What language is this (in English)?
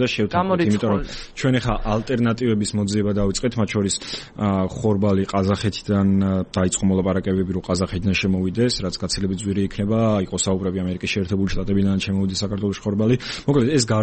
Georgian